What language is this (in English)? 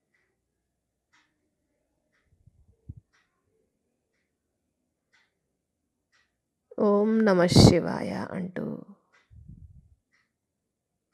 Telugu